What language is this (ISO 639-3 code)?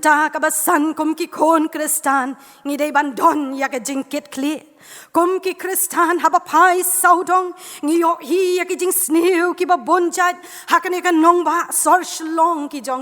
kha